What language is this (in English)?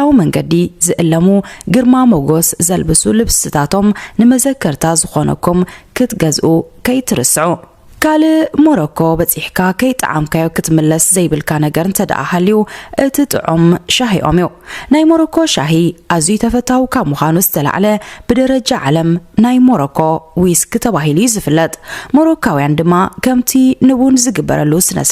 Tigrinya